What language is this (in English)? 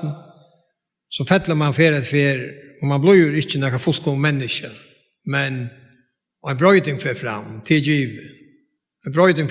Faroese